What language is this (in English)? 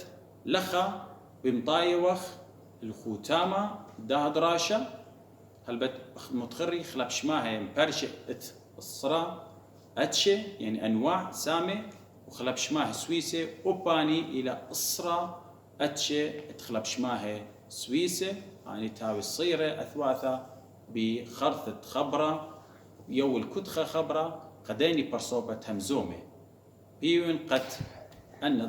Assyrian Neo-Aramaic